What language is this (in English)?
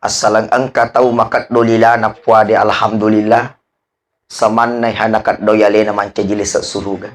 Buginese